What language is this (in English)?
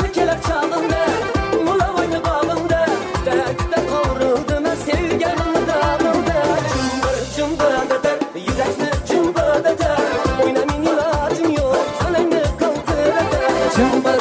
Kara-Kalpak